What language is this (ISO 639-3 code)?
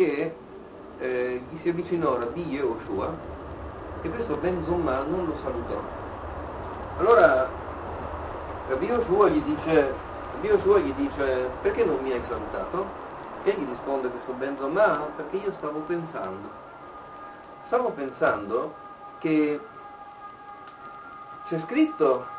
ita